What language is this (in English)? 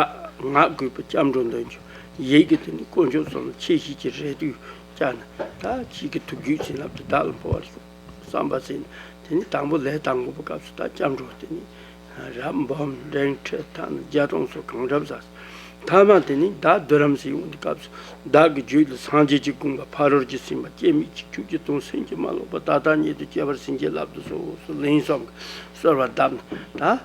Tibetan